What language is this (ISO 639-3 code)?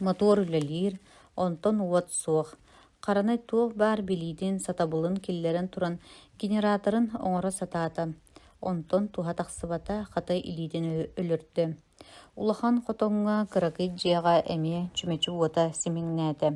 sah